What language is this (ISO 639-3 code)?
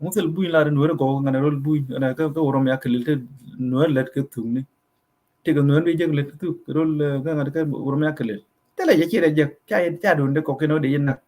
nus